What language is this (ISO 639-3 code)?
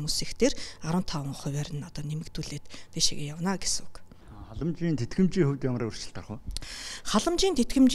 mon